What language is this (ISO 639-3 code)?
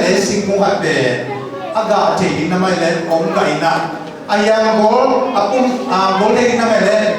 ctd